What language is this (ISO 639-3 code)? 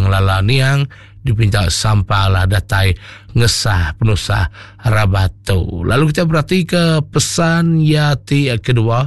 iba